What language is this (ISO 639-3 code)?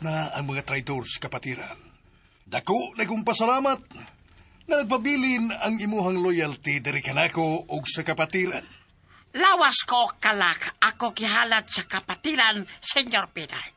ceb